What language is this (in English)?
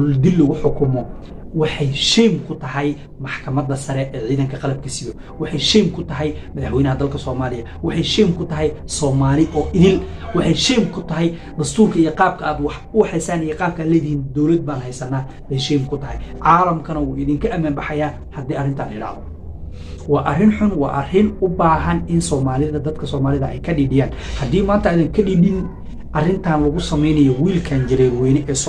Somali